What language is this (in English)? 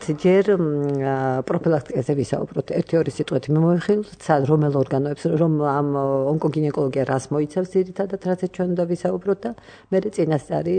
Georgian